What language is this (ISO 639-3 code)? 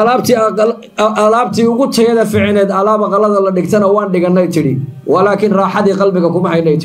som